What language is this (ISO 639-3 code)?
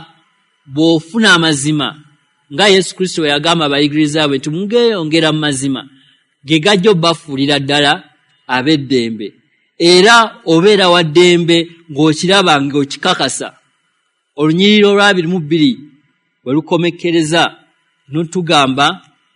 lug